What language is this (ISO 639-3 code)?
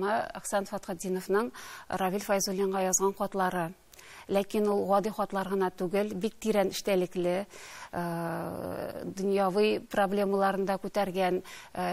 tat